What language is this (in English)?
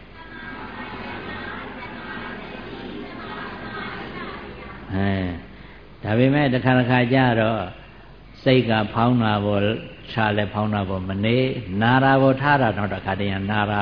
Burmese